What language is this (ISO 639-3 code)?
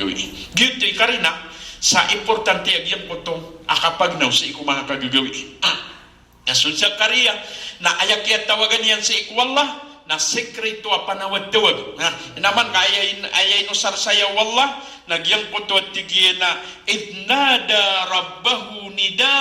mrw